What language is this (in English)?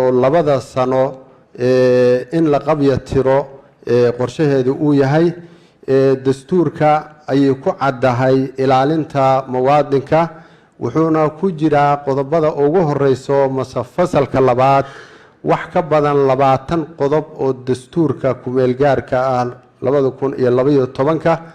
Somali